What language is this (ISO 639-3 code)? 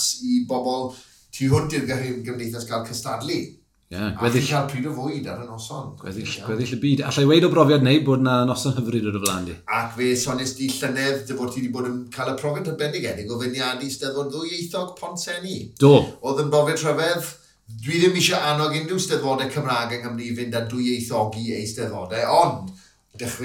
cym